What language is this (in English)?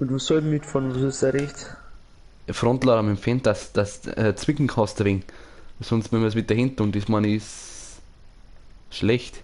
Bavarian